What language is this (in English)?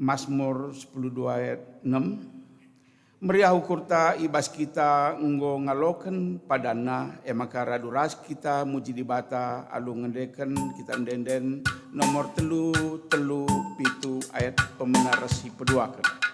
Batak Karo